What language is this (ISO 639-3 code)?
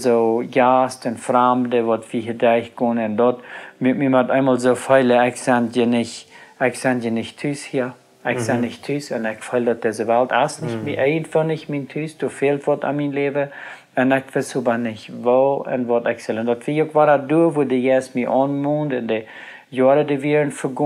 pdt